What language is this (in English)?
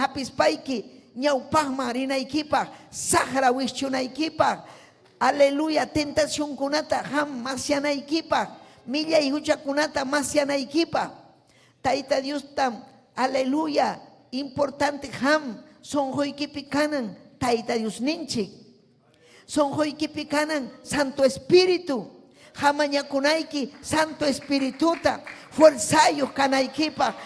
Ayacucho Quechua